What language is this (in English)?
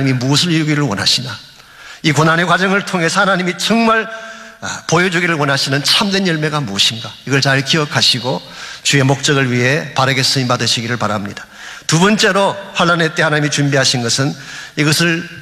Korean